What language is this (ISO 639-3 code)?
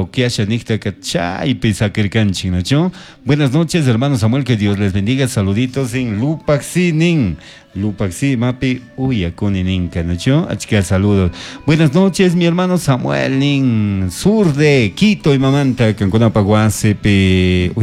qug